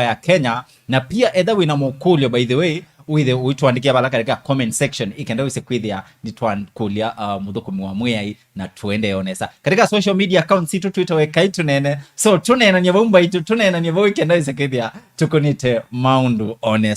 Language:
Kamba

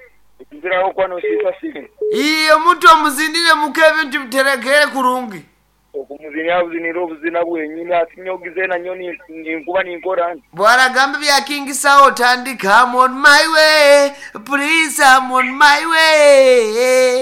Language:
Nyoro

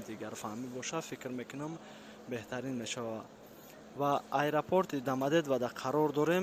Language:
Tajik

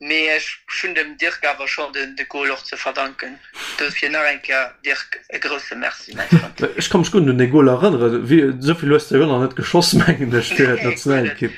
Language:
Luxembourgish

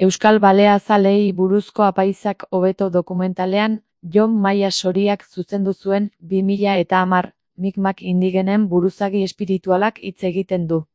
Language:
Basque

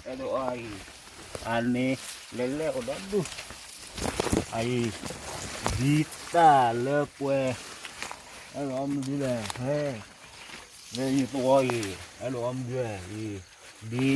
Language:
S'gaw Karen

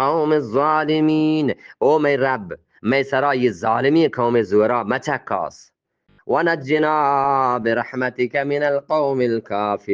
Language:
Eastern Balochi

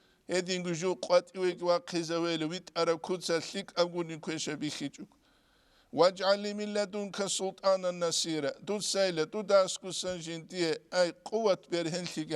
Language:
Avaric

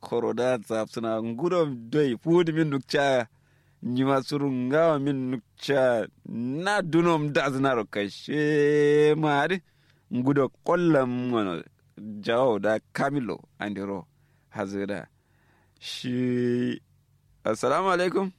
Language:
Kanuri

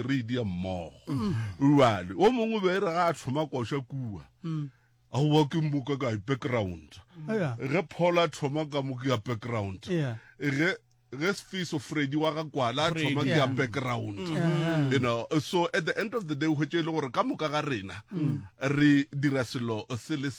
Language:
Northern Sotho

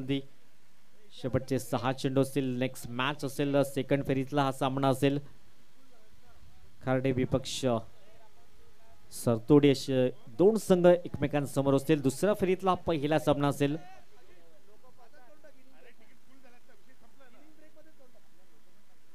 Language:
Marathi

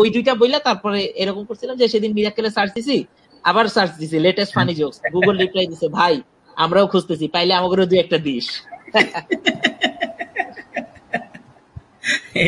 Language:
Bangla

